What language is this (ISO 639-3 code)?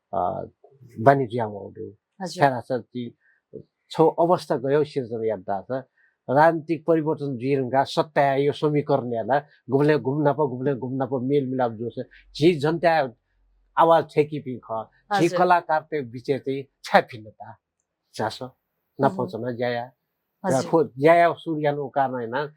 new